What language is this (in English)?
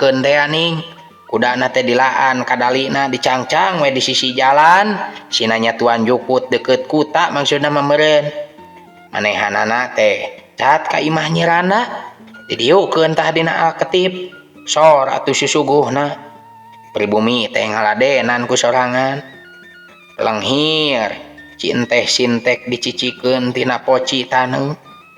Sundanese